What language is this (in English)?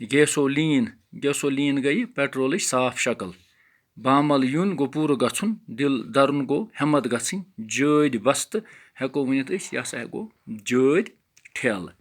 Kashmiri